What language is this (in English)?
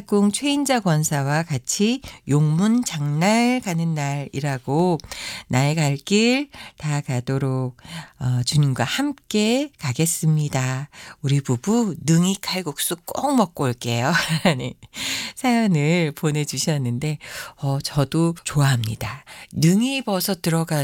Korean